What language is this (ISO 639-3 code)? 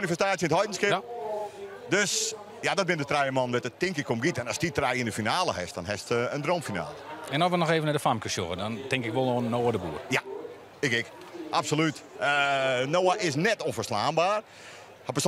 fry